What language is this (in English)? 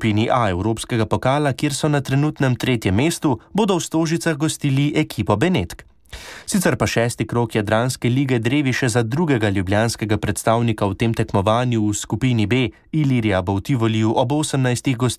Slovenian